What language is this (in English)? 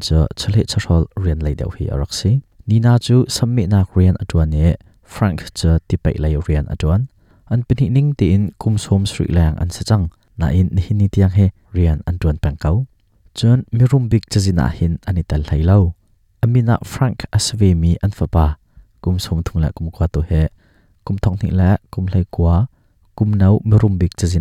Hakha Chin